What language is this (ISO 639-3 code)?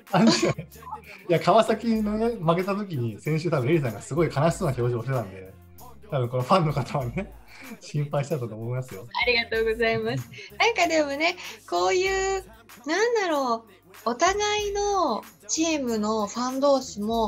jpn